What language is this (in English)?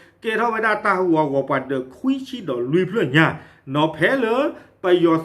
S'gaw Karen